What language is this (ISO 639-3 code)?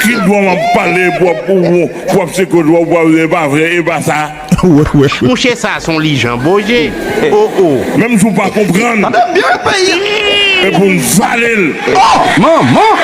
hat